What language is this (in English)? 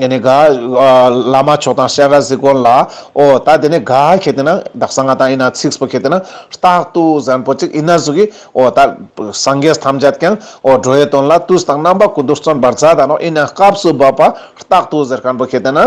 Ladakhi